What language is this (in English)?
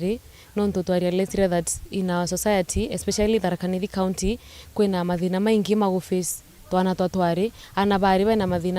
Meru